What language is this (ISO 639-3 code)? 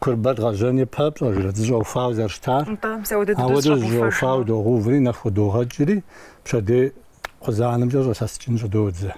kbd